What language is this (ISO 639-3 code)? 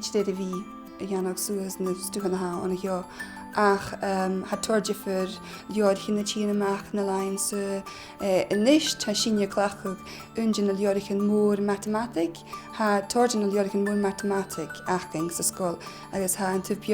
gla